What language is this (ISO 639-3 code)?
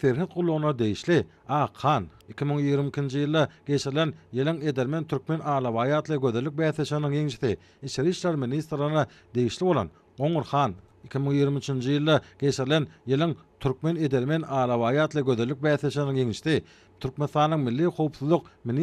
tuk